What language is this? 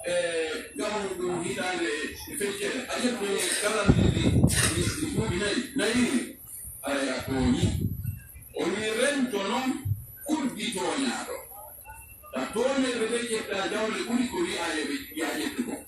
Pular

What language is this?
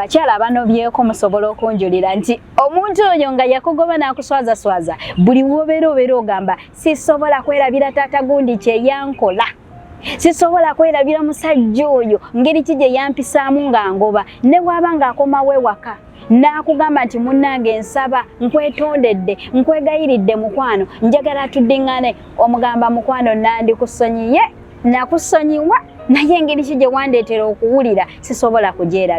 Ganda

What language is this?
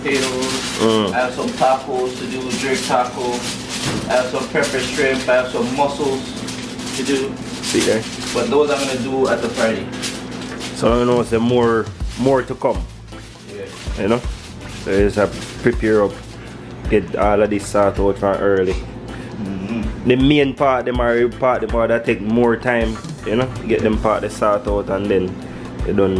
Jamaican Creole English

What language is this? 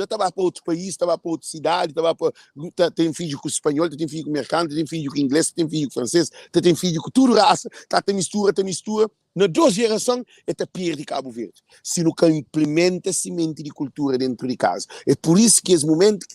Kabuverdianu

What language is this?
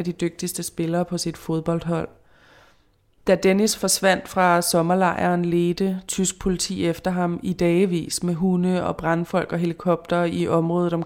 Danish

